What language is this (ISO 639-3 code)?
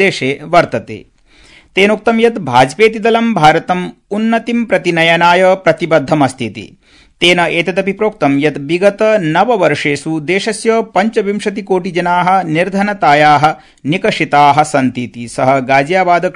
san